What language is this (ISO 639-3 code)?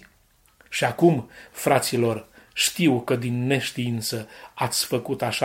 ron